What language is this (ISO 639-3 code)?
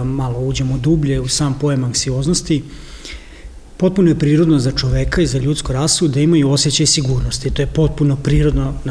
srp